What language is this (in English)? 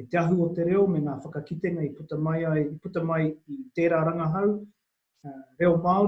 Māori